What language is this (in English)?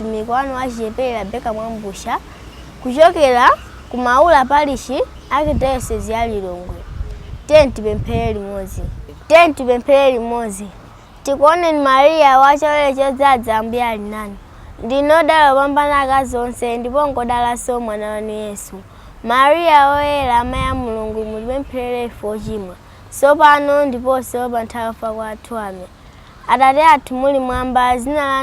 Nyanja